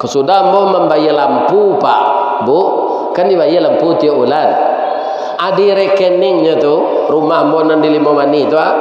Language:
Minangkabau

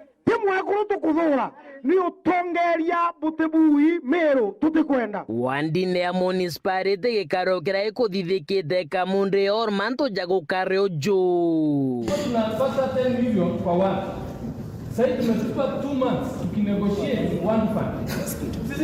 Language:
Meru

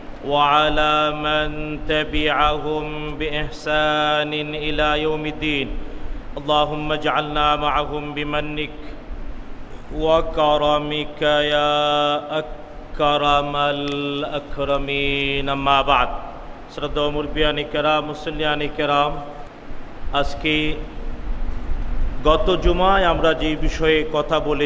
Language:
Bangla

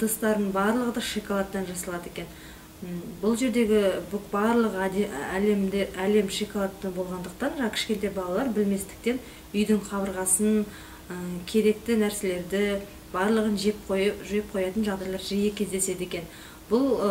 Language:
Kazakh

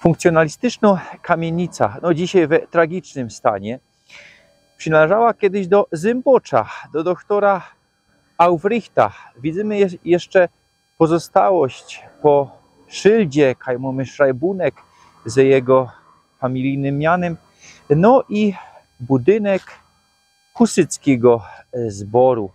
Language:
Silesian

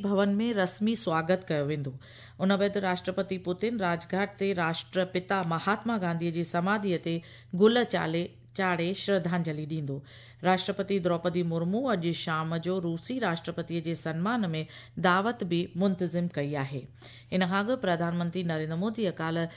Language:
Sindhi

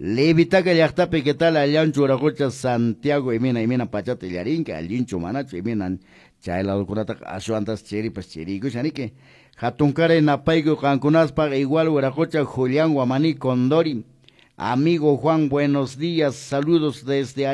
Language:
Quechua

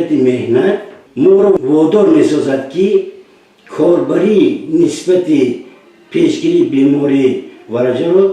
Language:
Tajik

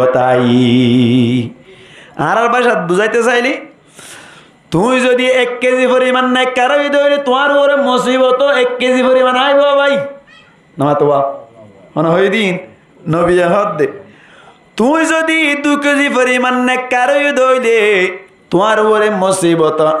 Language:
Rohingya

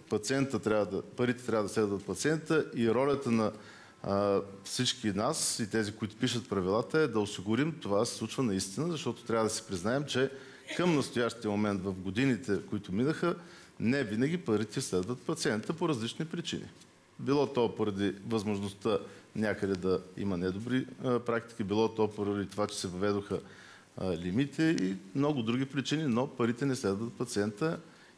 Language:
Bulgarian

